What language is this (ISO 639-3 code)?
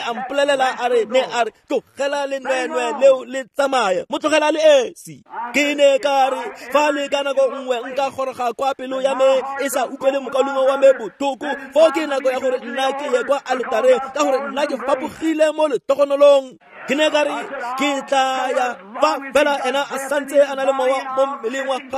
tsn